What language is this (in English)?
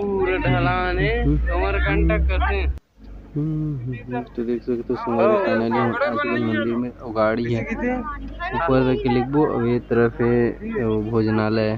Chhattisgarhi